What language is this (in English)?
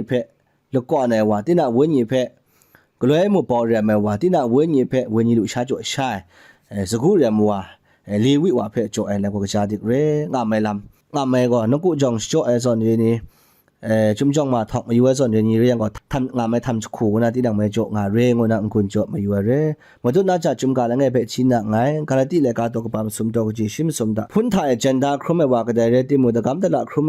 Kachin